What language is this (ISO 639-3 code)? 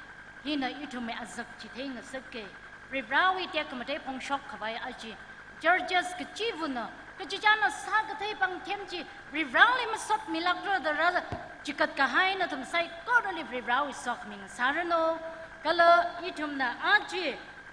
nmf